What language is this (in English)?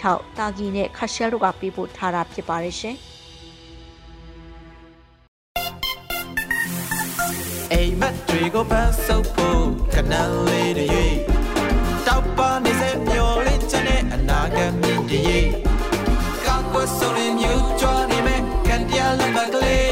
Burmese